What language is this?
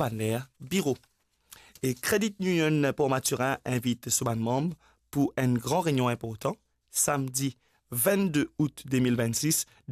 Morisyen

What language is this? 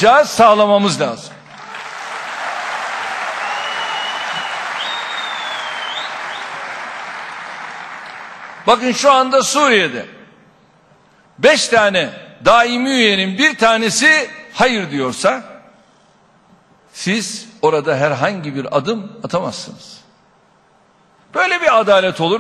Turkish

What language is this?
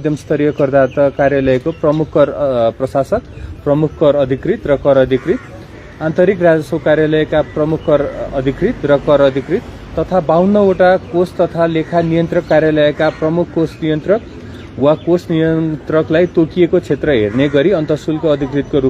Nepali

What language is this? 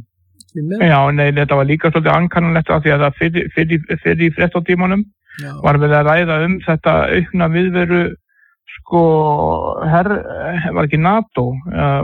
Icelandic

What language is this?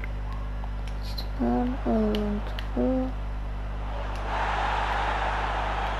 Turkish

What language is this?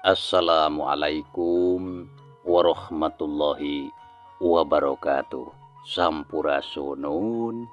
Sundanese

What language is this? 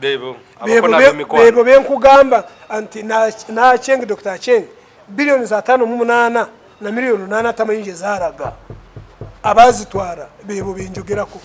Ganda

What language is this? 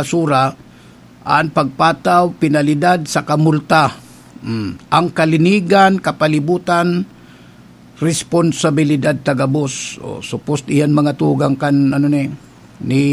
Bikol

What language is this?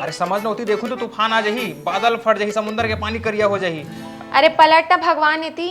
Chhattisgarhi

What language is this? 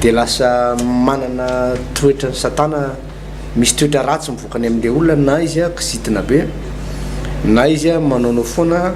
Malagasy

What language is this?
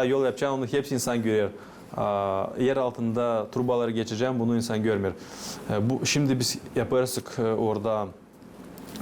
Gagauz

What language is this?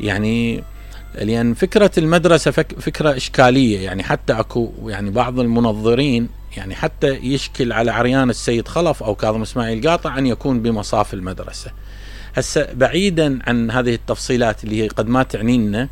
Mesopotamian Arabic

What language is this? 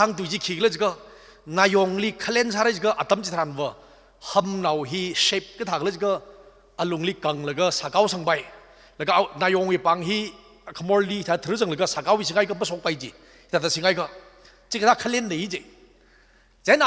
Tangkhul Naga (India)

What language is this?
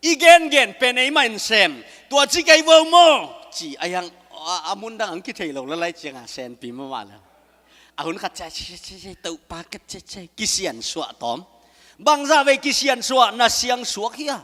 Tedim Chin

